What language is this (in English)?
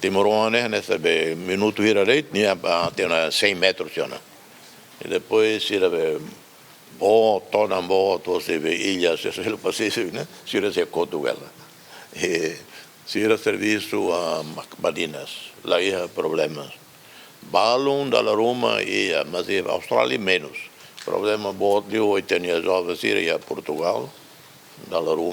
Tetum